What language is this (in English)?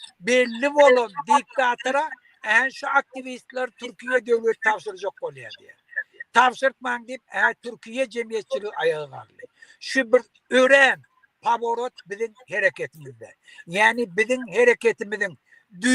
Turkmen